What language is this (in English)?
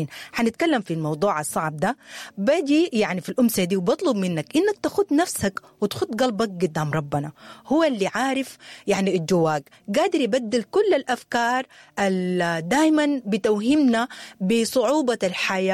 Sudanese Arabic